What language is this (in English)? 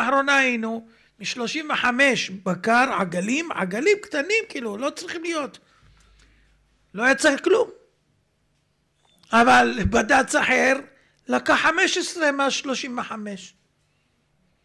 Hebrew